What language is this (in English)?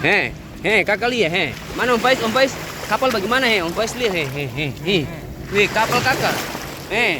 Ambonese Malay